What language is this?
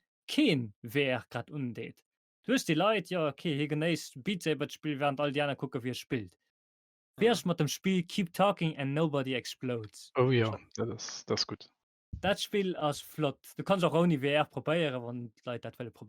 Luxembourgish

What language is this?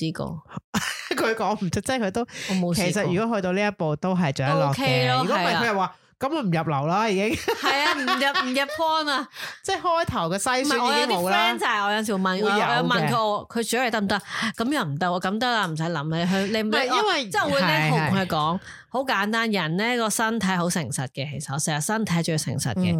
Cantonese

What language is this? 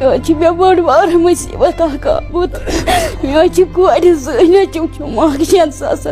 Kashmiri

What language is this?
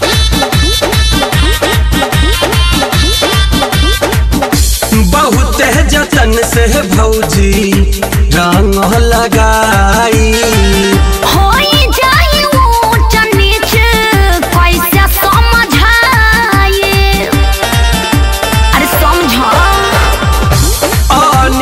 Bhojpuri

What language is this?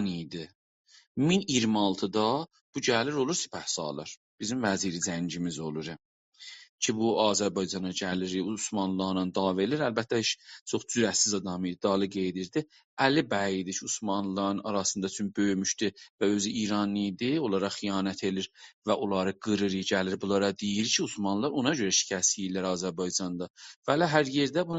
South Azerbaijani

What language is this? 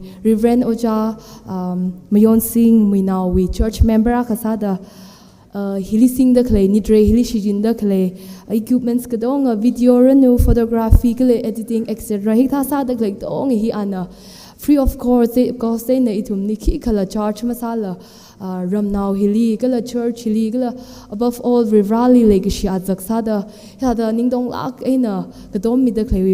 Tangkhul Naga (India)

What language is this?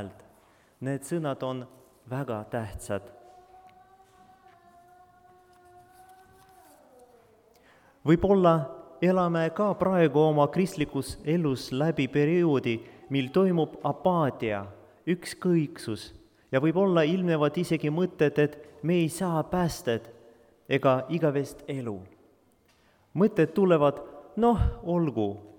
Estonian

